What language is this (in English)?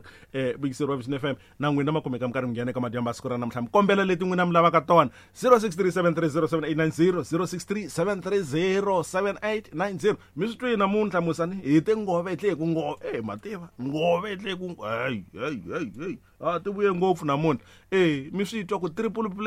Tsonga